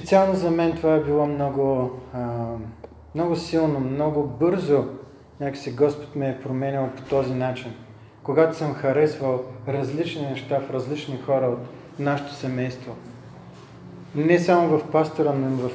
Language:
Bulgarian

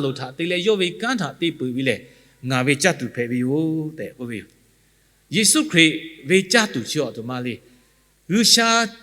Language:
Lahu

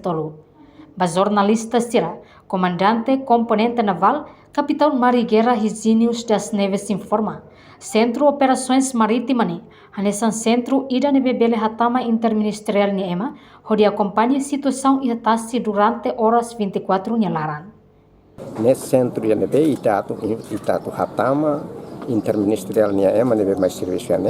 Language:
Tetum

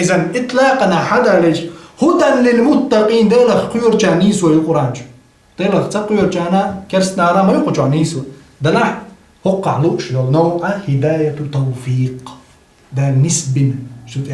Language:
Chechen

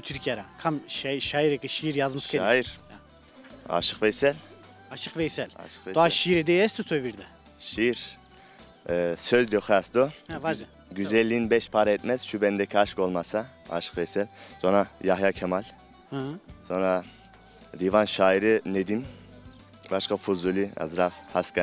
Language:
Zaza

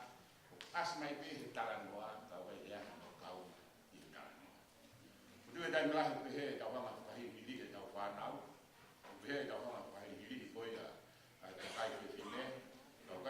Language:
Tongan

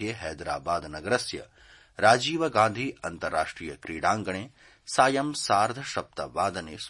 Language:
Sanskrit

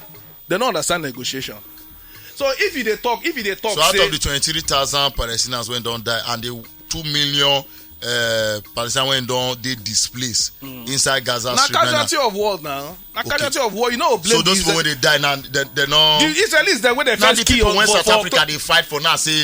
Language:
Nigerian Pidgin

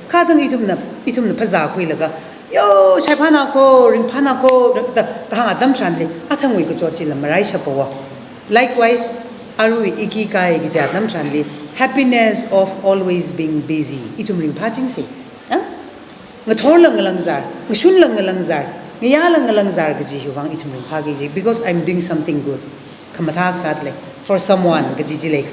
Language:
Tangkhul Naga (India)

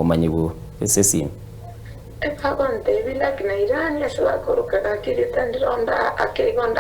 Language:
Gusii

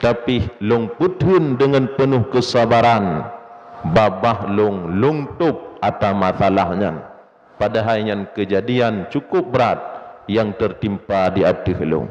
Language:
Achinese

